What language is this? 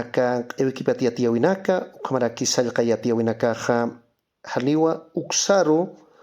Aymara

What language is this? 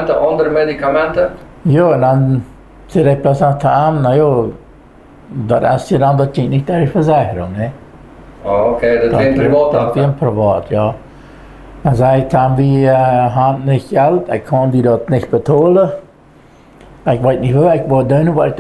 Plautdietsch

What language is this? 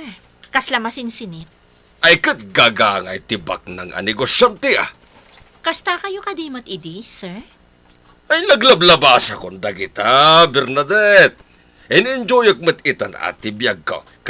Iloko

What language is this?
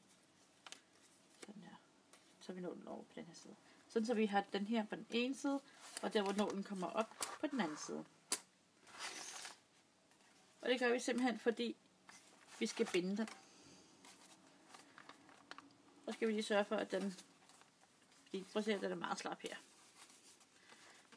Danish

